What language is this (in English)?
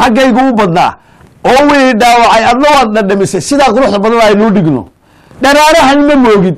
Somali